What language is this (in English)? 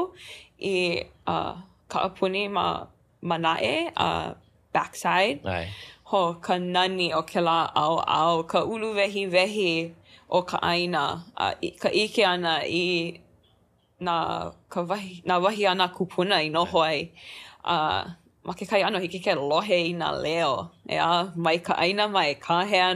Hawaiian